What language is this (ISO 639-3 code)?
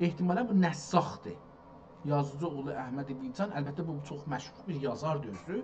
azb